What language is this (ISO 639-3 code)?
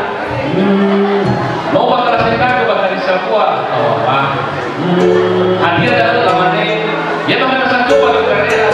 nia